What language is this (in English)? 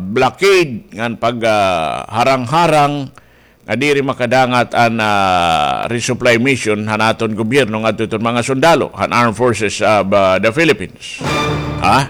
Waray